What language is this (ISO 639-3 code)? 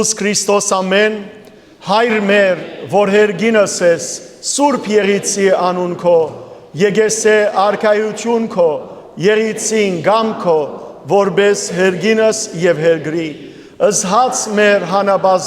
hyw